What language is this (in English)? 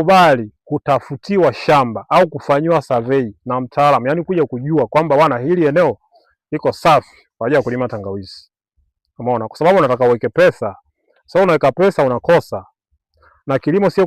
Swahili